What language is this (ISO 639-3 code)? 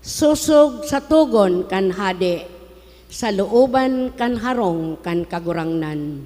bik